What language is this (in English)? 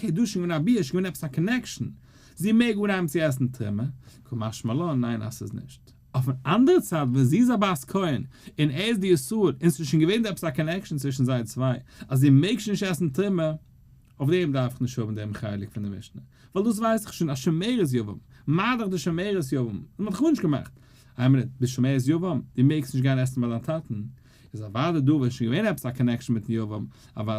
Yiddish